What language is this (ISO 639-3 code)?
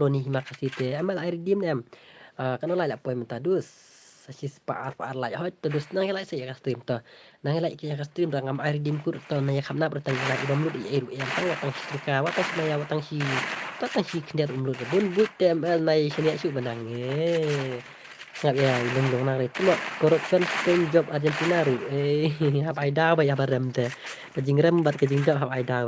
kha